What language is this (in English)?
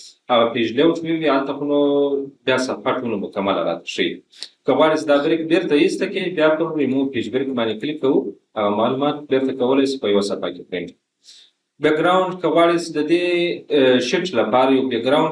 Pashto